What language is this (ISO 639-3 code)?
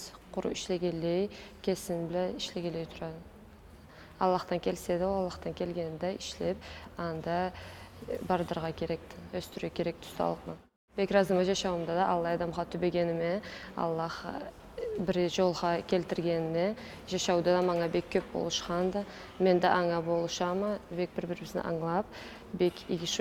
krc